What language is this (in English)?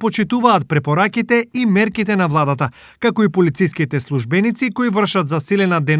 Macedonian